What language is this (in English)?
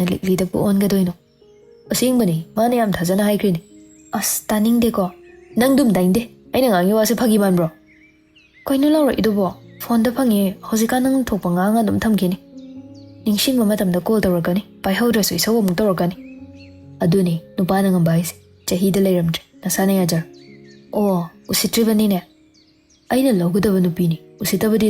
Manipuri